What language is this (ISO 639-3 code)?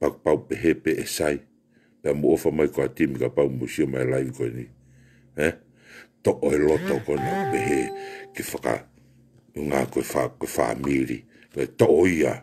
ton